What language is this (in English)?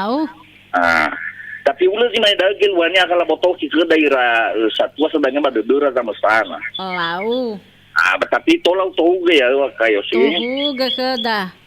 Nias